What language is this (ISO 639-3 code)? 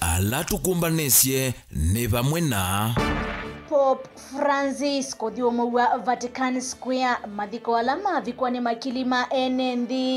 kam